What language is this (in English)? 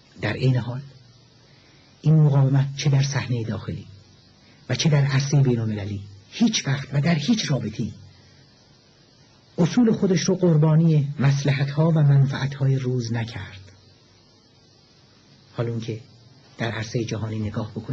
Persian